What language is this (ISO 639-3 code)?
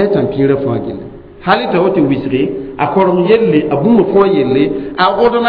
mos